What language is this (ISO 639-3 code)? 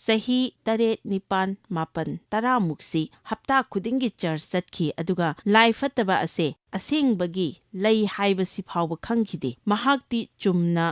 mni